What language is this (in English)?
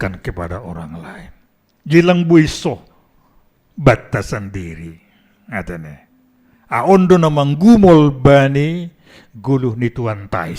Batak Simalungun